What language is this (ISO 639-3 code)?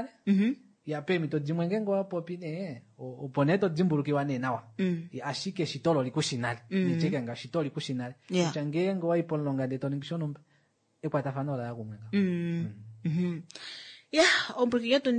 kua